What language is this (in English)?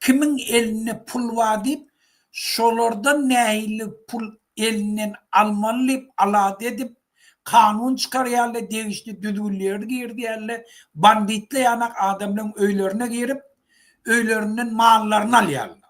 Turkmen